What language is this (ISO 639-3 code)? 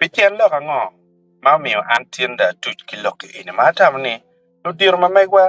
ach